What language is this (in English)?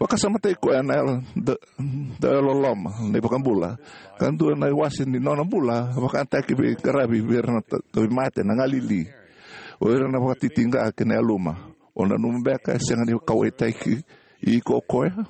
Fijian